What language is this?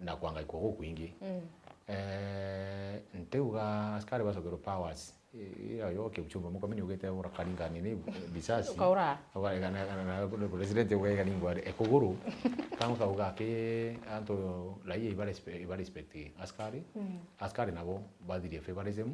Meru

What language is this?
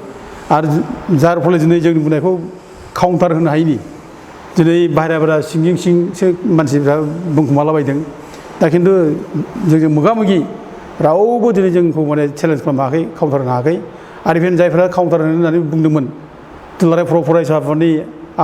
Bodo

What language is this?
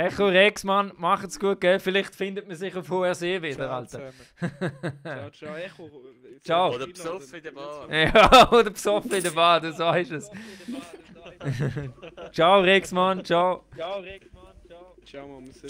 Swiss German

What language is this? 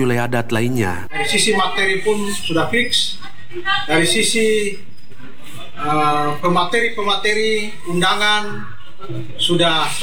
Indonesian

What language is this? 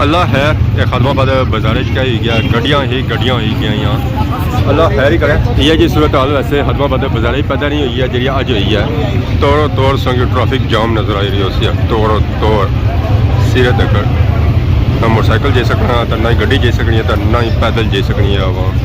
Pahari-Potwari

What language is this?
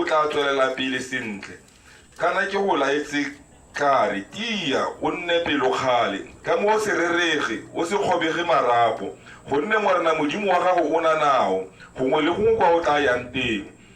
Tswana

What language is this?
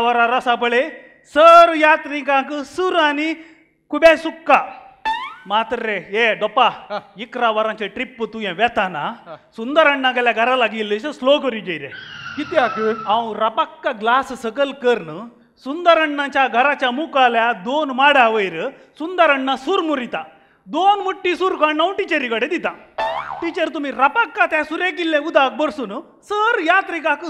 Konkani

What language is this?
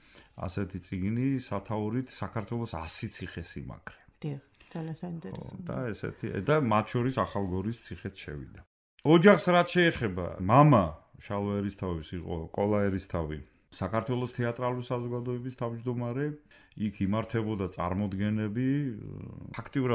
Georgian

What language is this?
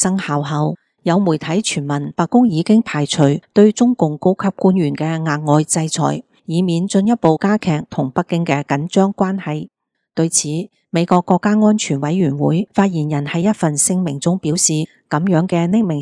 Cantonese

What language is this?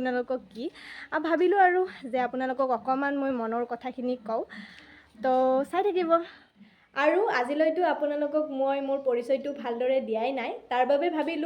Assamese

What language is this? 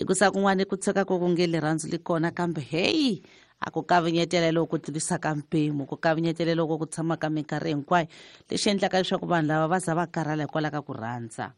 Tsonga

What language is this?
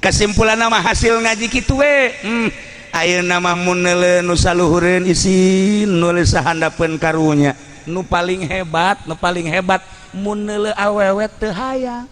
Sundanese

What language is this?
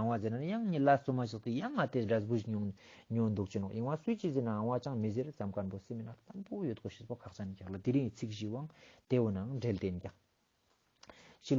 Ladakhi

